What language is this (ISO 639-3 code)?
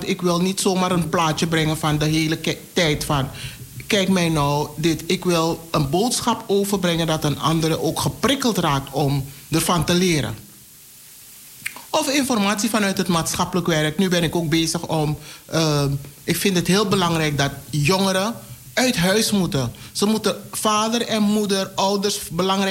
nld